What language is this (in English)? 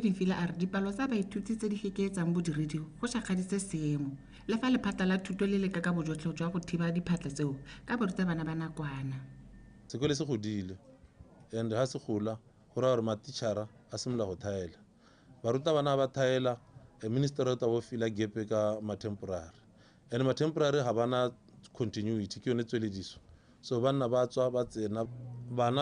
Tswana